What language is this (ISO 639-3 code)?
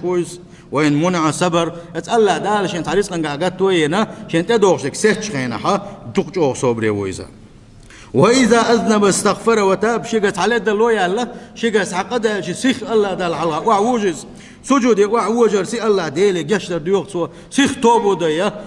che